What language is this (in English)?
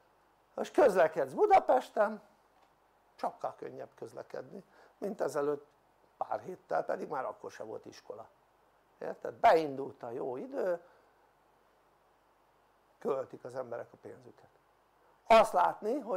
Hungarian